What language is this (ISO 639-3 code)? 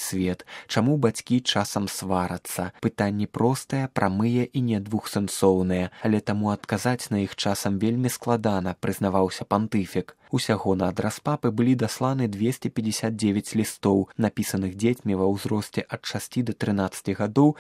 bel